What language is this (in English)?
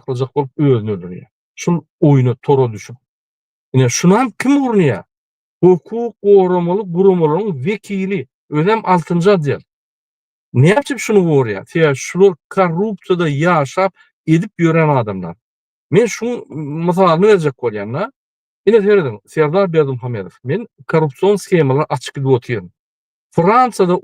Turkmen